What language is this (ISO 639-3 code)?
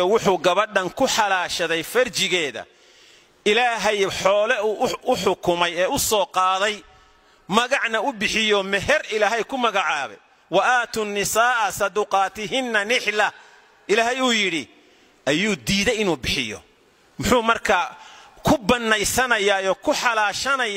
som